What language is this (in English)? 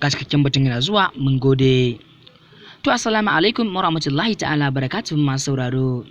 Hausa